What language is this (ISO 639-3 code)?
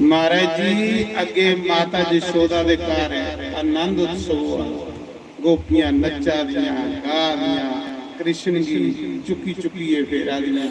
doi